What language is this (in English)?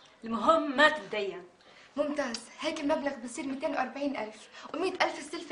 North Levantine Arabic